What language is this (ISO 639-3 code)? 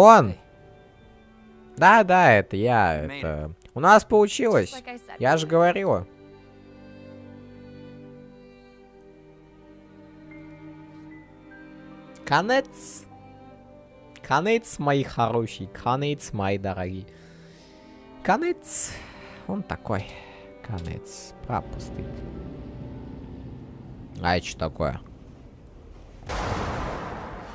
rus